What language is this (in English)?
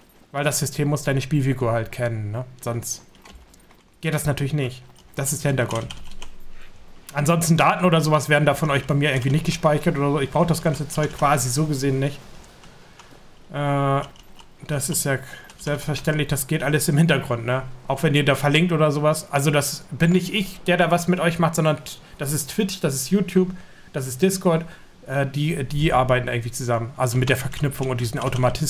German